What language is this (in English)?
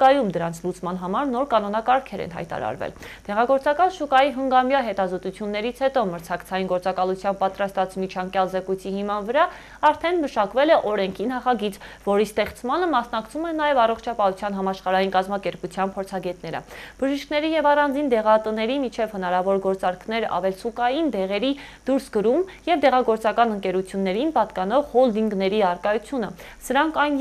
Armenian